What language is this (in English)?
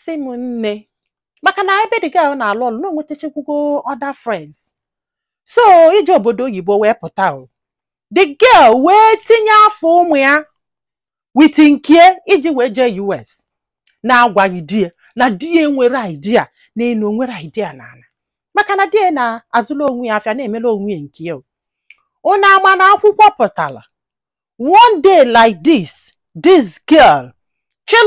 Igbo